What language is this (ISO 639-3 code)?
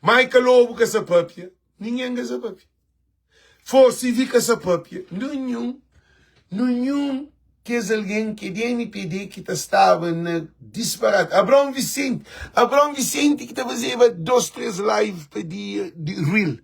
kea